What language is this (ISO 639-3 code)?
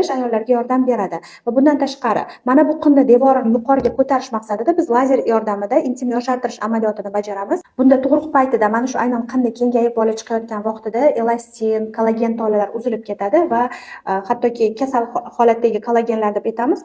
uzb